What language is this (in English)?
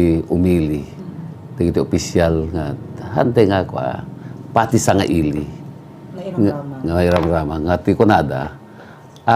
Iloko